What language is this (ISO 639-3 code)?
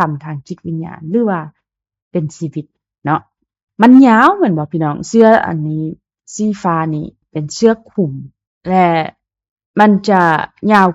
lao